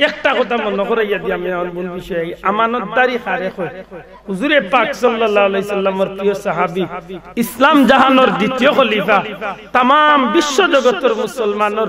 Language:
Sylheti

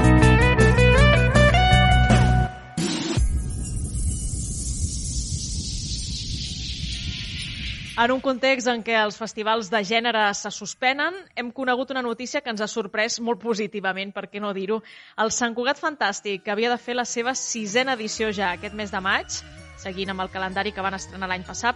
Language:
Catalan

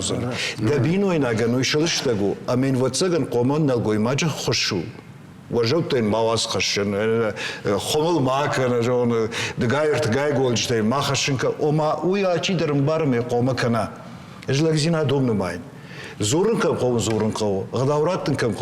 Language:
Ossetic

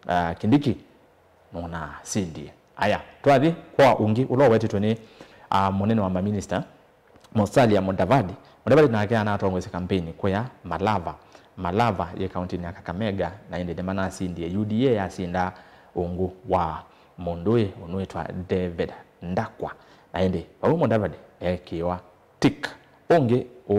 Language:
Kamba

